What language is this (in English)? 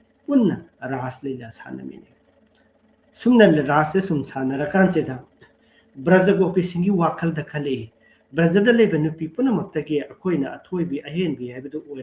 Manipuri